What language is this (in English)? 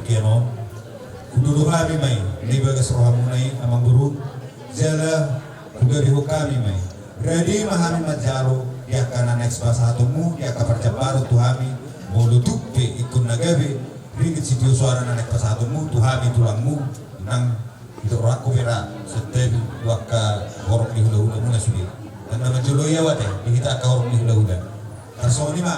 Batak Toba